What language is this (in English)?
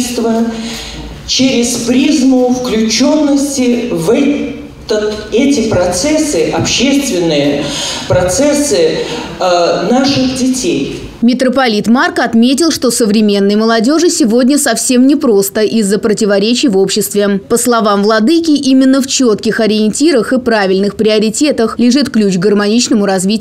Russian